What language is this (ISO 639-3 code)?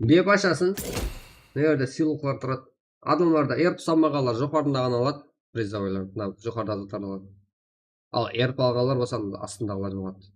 kaa